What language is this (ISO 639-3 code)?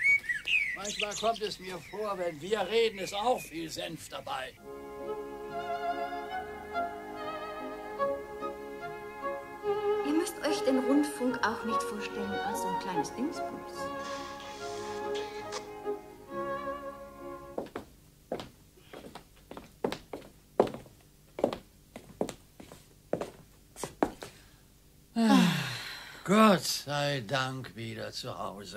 deu